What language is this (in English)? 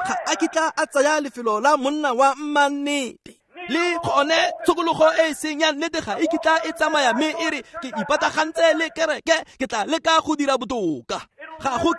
Tswana